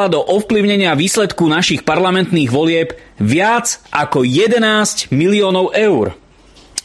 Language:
Slovak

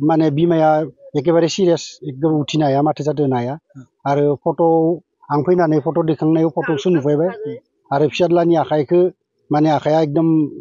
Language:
Bodo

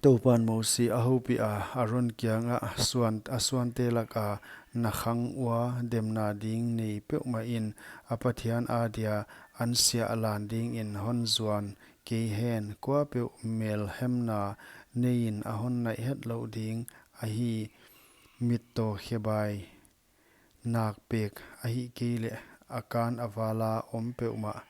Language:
Paite Chin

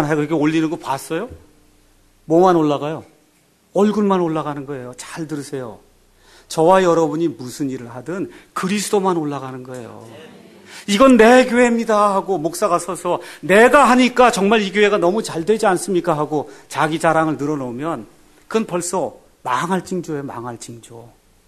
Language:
Korean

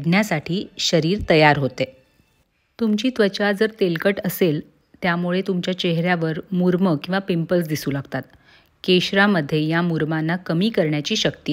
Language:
Marathi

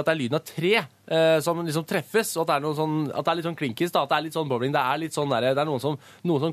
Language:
Norwegian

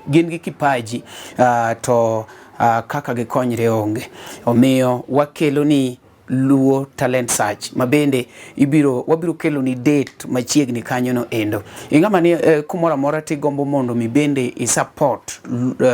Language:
Luo (Kenya and Tanzania)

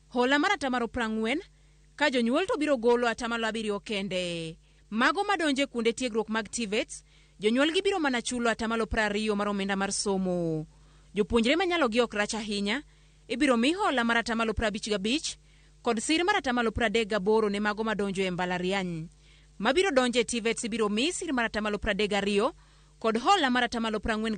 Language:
Luo (Kenya and Tanzania)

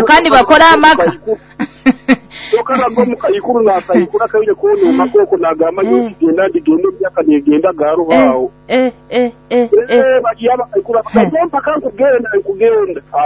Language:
Nyoro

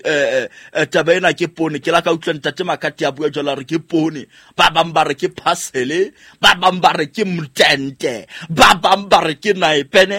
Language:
Southern Sotho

